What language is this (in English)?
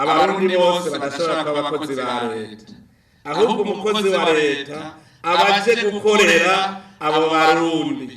Rundi